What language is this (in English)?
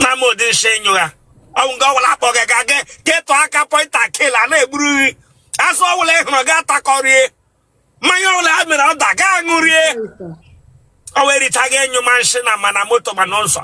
Igbo